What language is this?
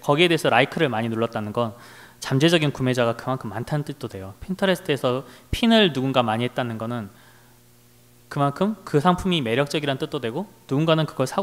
Korean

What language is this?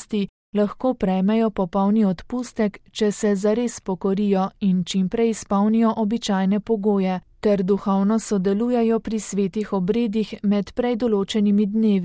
Slovenian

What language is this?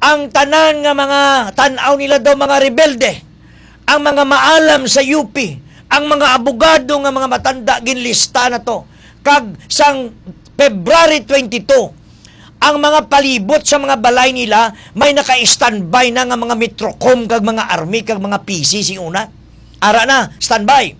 Hiligaynon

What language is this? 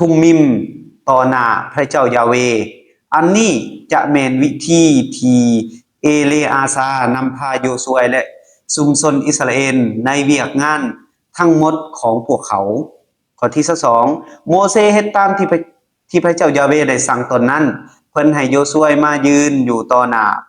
Lao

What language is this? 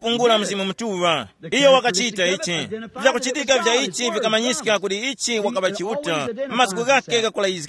Tumbuka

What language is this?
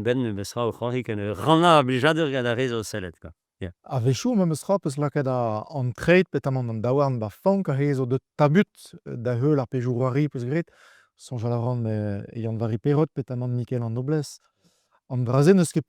Breton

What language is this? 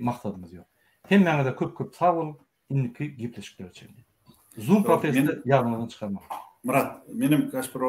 Turkmen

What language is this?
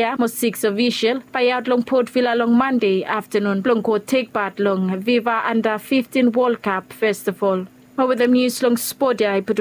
Bislama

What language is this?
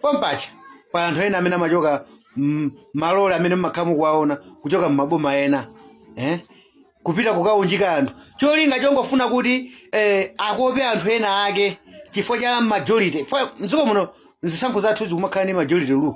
Nyanja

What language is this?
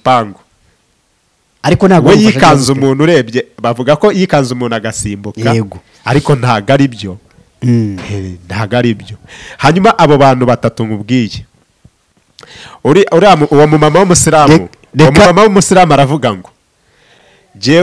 Kinyarwanda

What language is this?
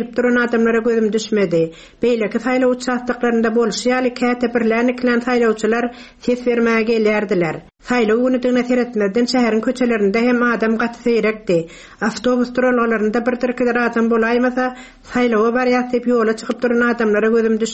Turkmen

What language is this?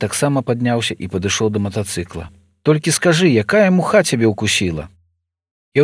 Belarusian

